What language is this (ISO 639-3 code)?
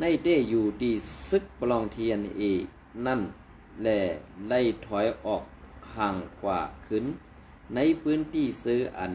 shn